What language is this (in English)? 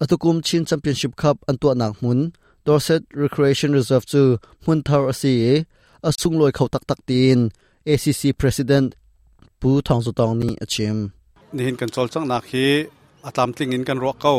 Hakha Chin